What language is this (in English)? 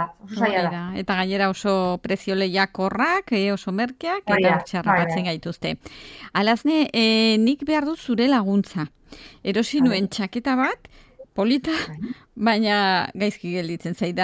Basque